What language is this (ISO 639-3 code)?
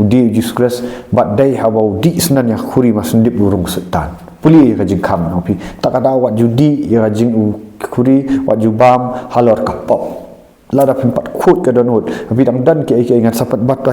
kha